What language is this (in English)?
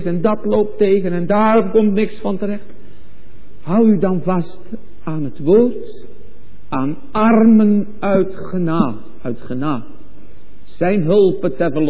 Dutch